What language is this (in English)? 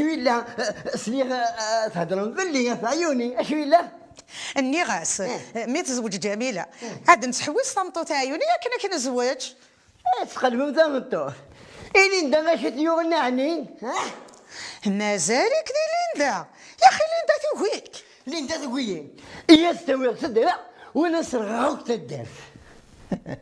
Kabyle